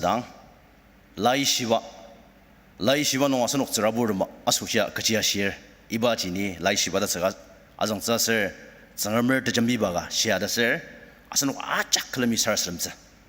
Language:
Ao Naga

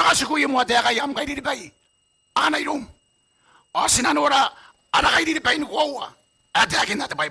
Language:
Gilbertese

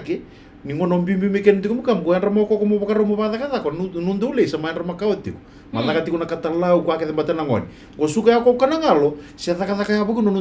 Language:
Fijian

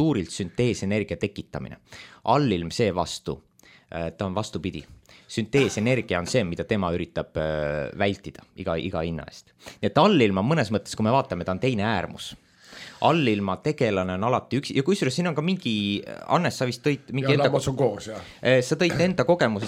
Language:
Estonian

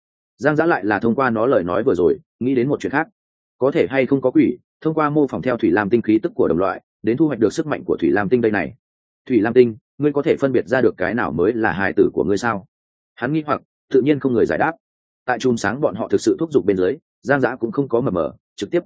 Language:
Vietnamese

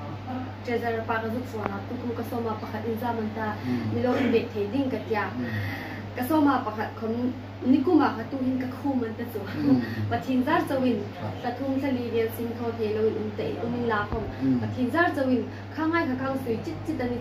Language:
Hmar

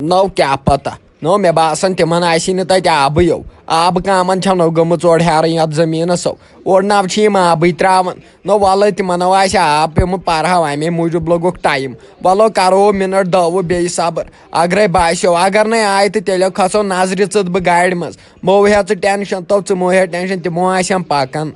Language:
Kashmiri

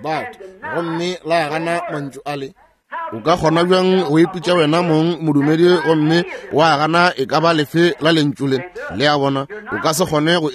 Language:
Northern Sotho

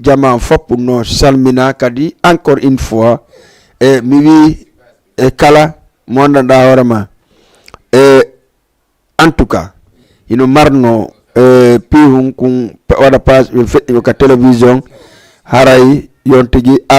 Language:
Fula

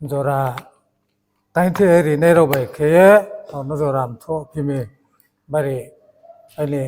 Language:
Riang (India)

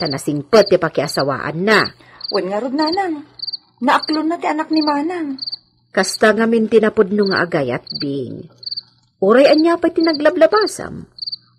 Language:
Iloko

